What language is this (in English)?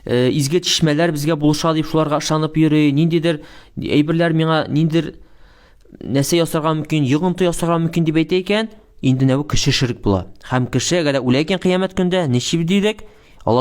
Tatar